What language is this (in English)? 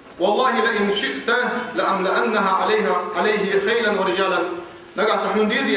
Ingush